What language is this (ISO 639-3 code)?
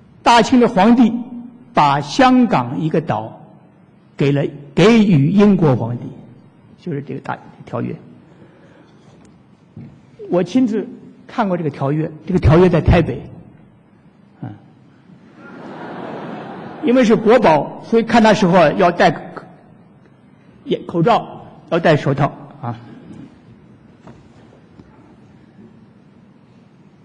zho